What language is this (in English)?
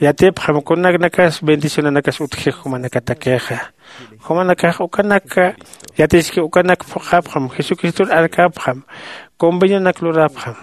Aymara